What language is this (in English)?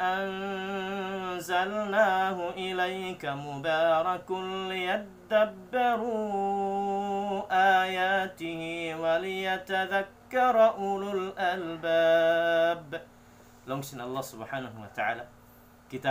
Tausug